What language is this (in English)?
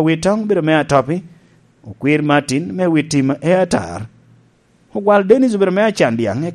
Lango (Uganda)